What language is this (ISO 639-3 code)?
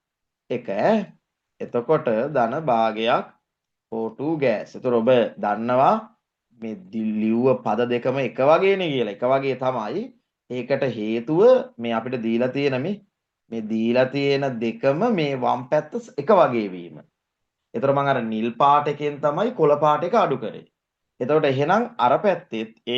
sin